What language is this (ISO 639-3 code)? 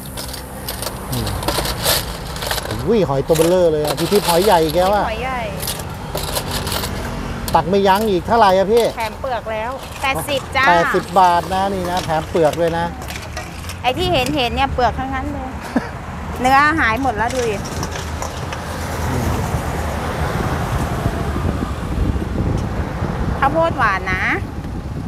tha